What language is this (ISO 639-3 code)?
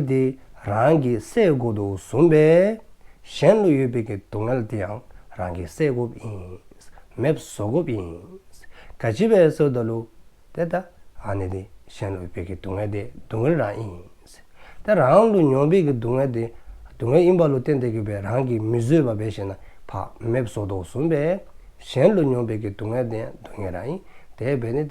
dzo